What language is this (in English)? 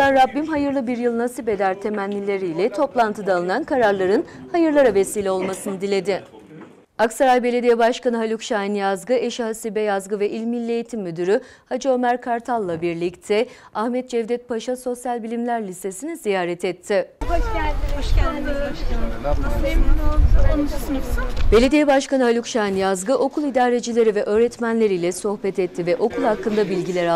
Turkish